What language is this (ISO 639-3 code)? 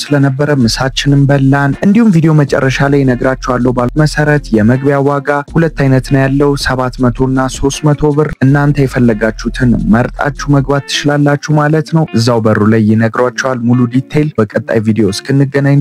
amh